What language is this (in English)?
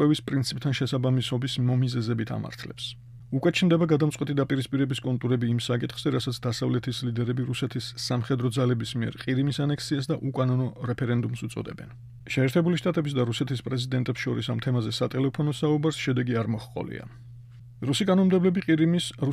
Georgian